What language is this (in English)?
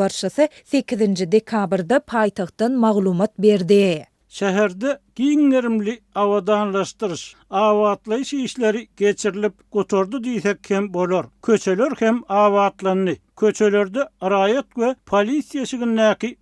Turkmen